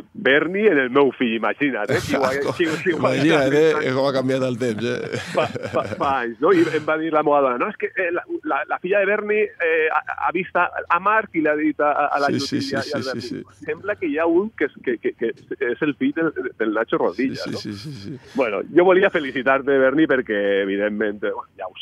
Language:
Catalan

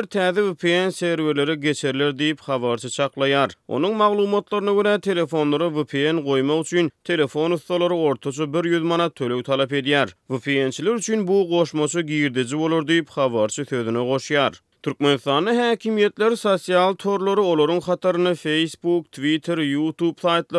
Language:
Turkmen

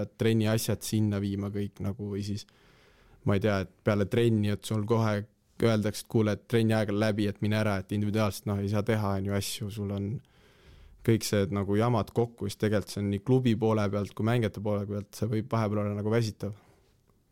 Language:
Estonian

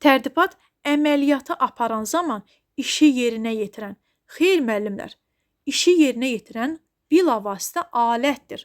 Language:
Azerbaijani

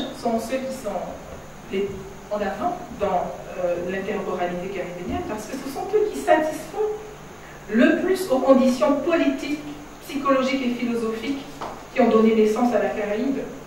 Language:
French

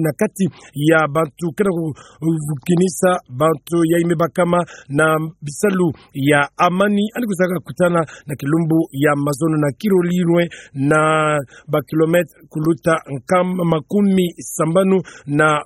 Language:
Kituba (Democratic Republic of Congo)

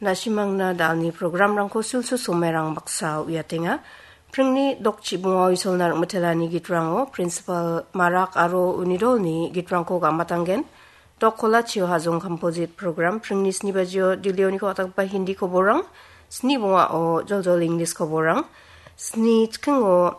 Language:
Garo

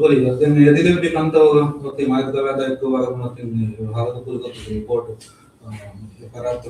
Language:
Divehi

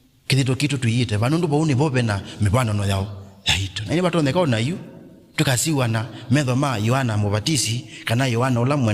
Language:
Kamba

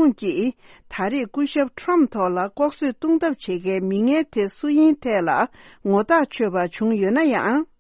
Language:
Tibetan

